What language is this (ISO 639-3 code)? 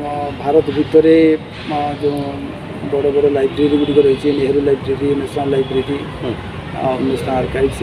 ori